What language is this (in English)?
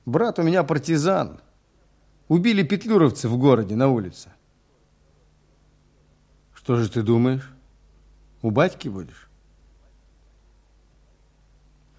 Russian